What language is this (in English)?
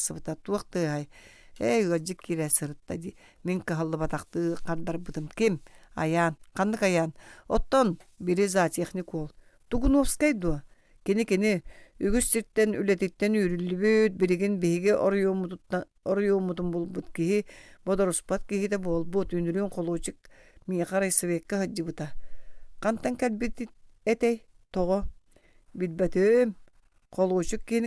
Yakut